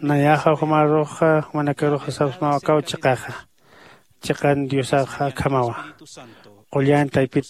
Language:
Aymara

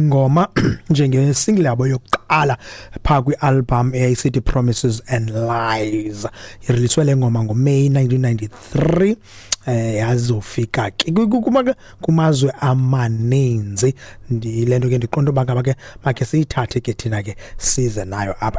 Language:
Xhosa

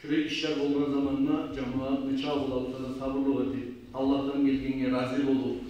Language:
Kumyk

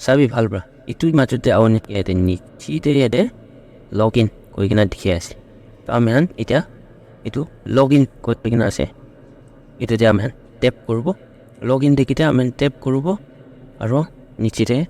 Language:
Naga Pidgin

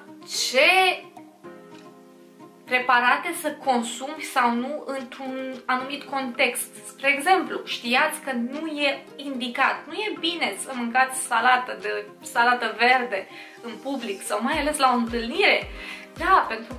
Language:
Romanian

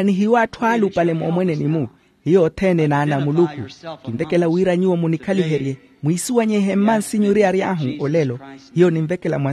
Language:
Makhuwa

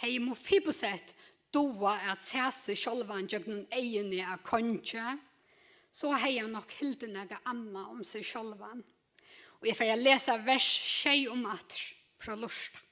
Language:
Faroese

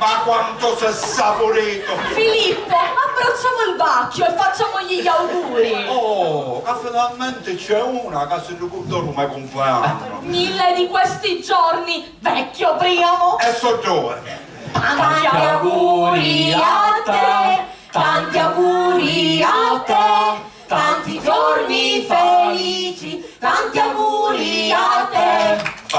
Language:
Sicilian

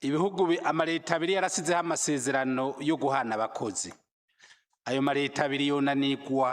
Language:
Rundi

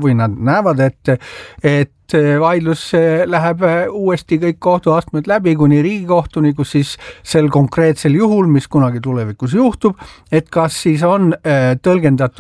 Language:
Estonian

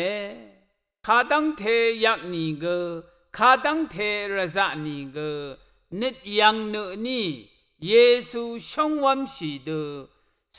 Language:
Rawang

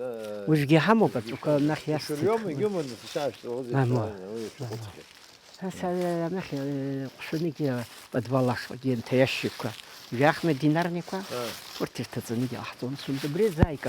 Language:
Abkhazian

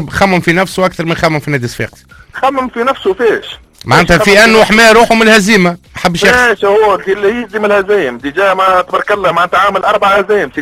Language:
Tunisian Arabic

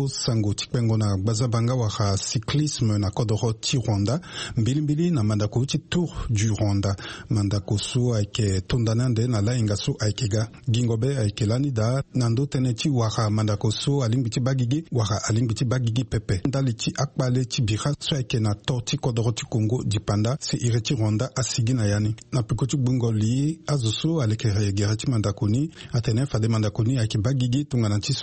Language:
Sango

